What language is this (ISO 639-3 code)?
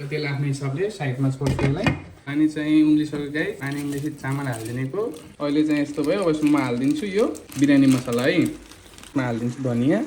nep